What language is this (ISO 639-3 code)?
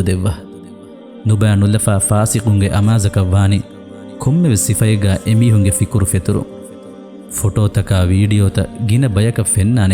div